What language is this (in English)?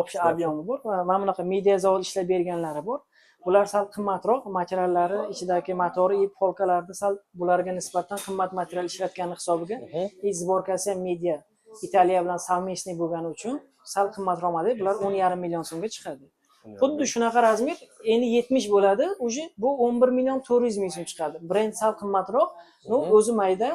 Uzbek